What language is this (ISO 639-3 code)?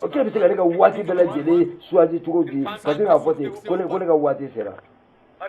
bam